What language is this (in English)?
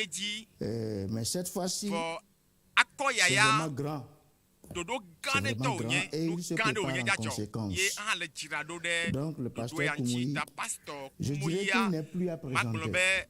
Ewe